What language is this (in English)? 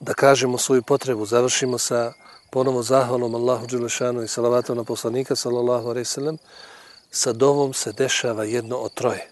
Bosnian